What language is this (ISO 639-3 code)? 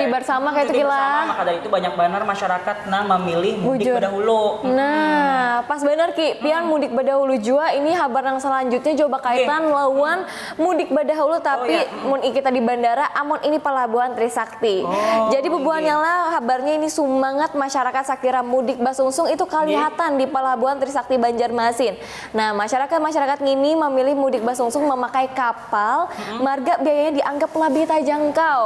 bjn